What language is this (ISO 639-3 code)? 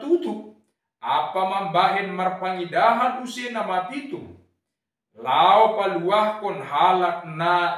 bts